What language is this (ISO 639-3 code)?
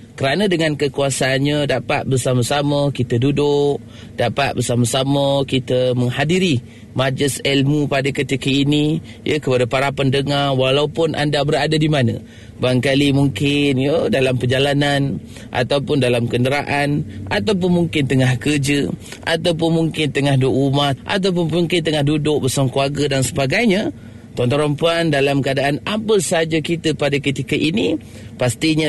msa